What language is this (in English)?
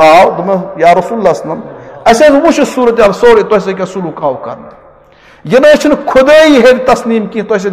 Kashmiri